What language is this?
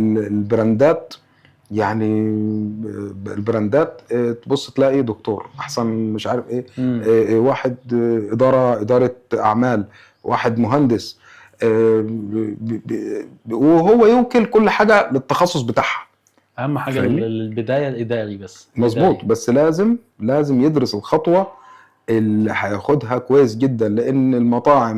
Egyptian Arabic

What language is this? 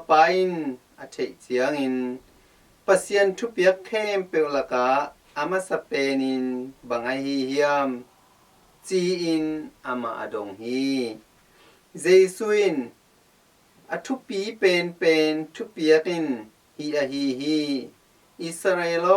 Tedim Chin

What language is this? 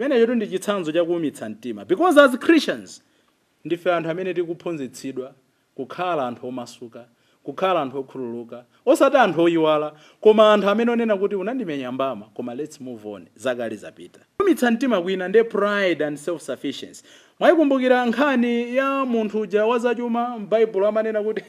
Nyanja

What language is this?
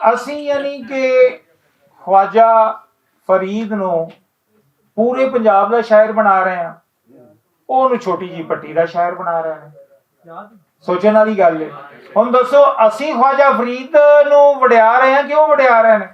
Western Panjabi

